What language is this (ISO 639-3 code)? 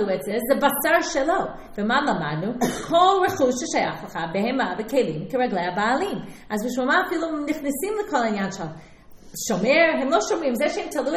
heb